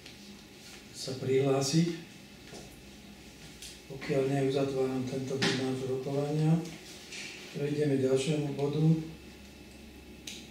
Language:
Slovak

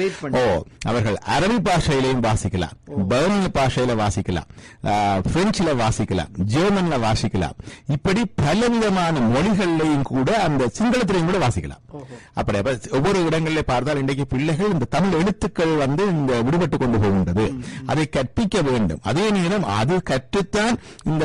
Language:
Tamil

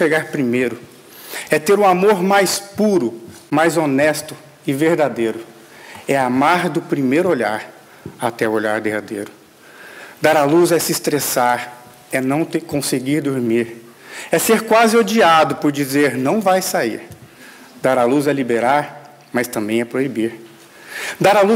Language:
Portuguese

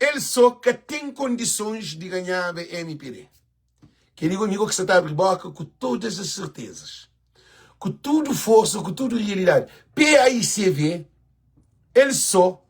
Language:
Kabuverdianu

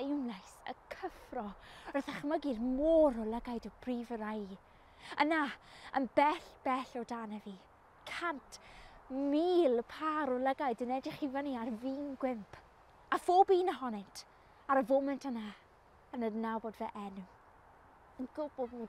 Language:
Welsh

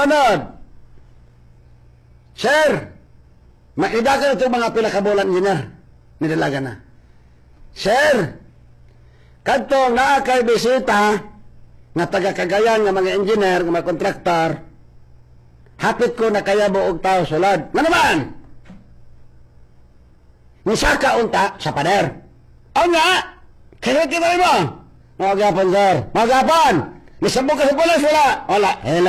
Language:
Cebuano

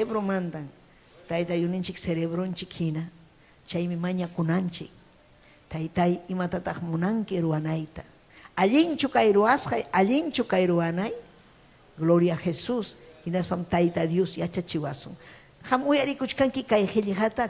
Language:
Ayacucho Quechua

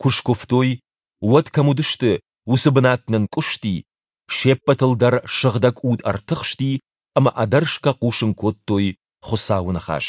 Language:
Ossetic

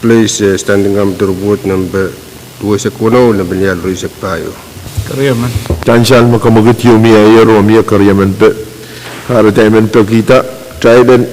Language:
Pohnpeian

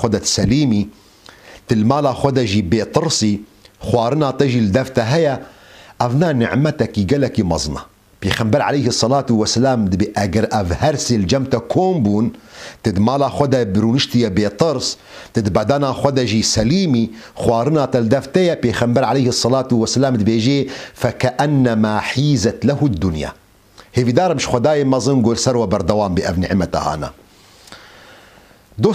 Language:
Kurdish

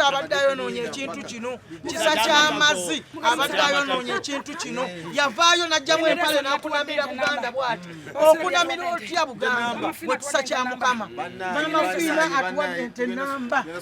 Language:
Ganda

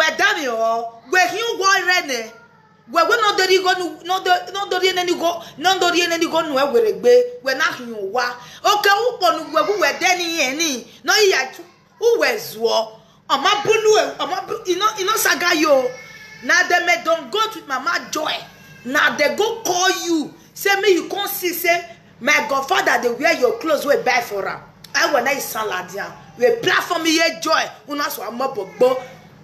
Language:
Nigerian Pidgin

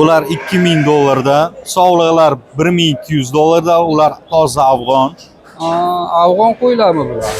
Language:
Uzbek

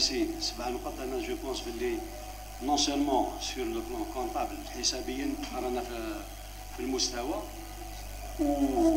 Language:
Algerian Arabic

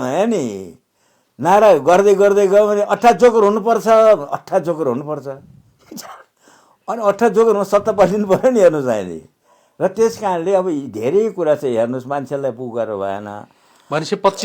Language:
Nepali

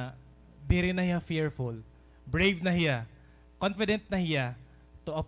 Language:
Waray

